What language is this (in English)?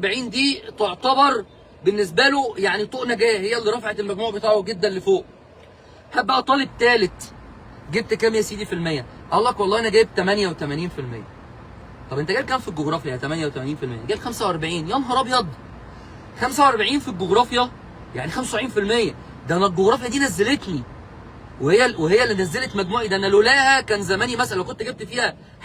Egyptian Arabic